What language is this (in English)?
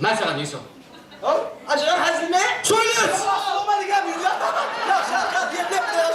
Kara-Kalpak